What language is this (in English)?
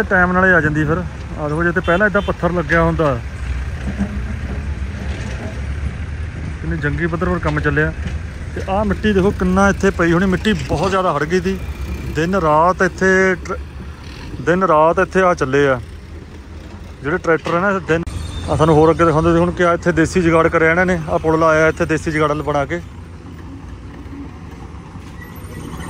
Punjabi